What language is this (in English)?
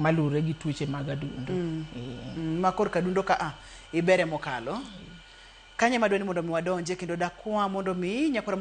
Luo (Kenya and Tanzania)